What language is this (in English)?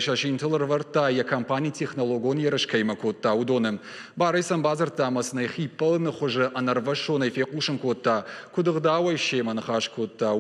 Ossetic